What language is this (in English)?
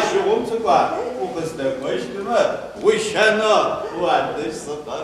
Adyghe